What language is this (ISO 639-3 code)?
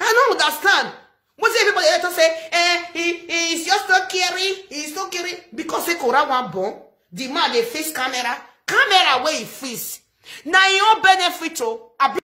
pcm